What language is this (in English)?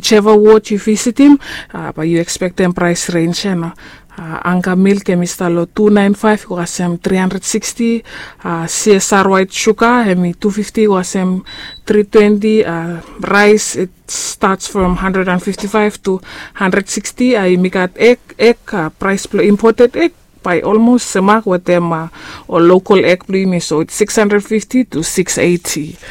Bislama